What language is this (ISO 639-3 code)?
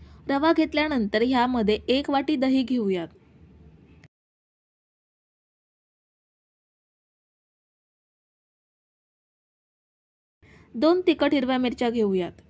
mar